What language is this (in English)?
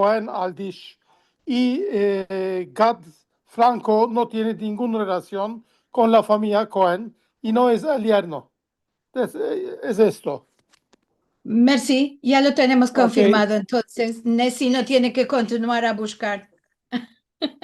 Ladino